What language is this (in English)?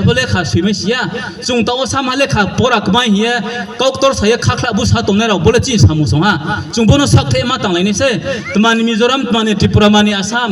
Riang (India)